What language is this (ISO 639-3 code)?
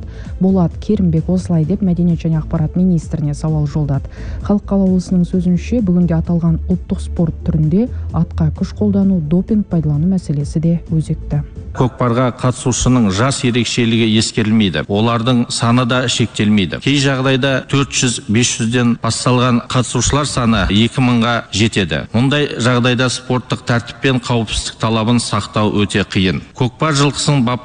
kaz